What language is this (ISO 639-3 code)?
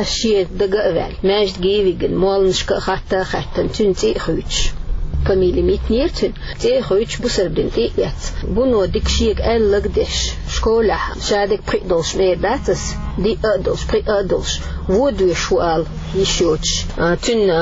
che